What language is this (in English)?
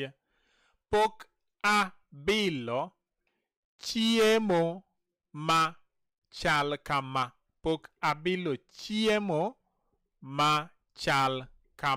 Luo (Kenya and Tanzania)